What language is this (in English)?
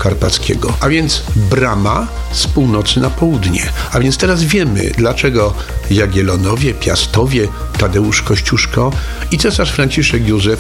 Polish